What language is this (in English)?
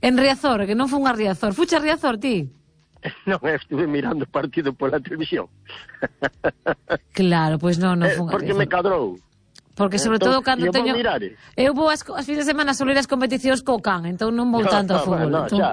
Galician